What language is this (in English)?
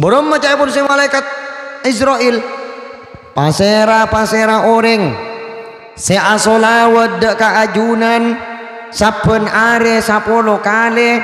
Madurese